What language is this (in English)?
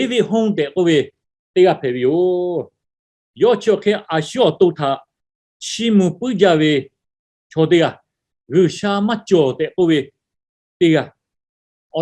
Lahu